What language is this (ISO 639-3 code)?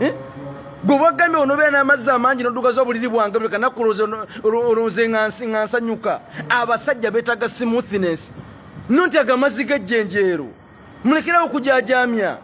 lug